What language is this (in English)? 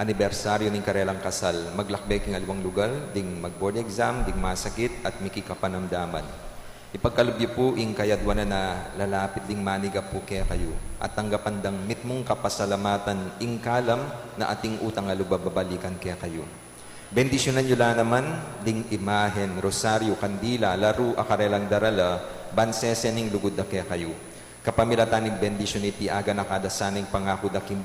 Pampanga